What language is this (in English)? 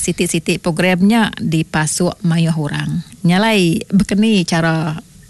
Iban